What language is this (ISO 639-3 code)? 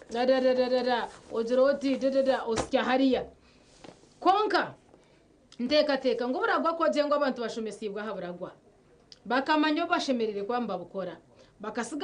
nyn